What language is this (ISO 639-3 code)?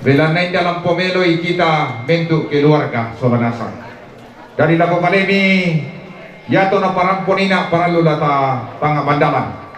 sda